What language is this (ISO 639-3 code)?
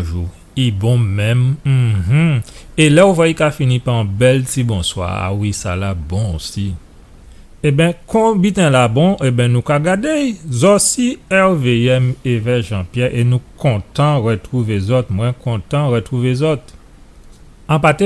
gcf